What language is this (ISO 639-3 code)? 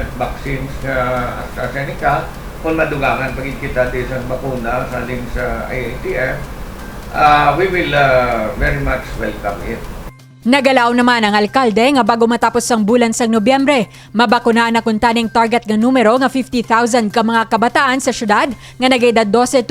hil